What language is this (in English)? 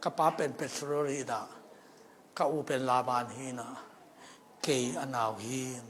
Tedim Chin